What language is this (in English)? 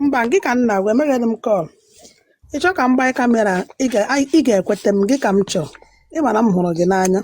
Igbo